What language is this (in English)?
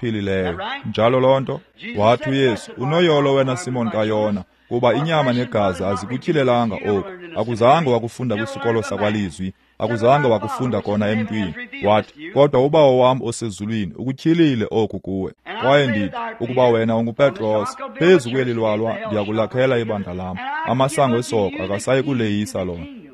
Xhosa